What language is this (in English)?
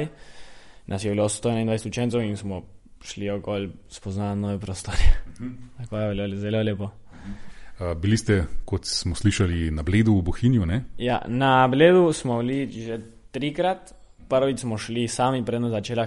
Slovenian